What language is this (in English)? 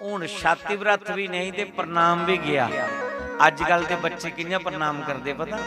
Dogri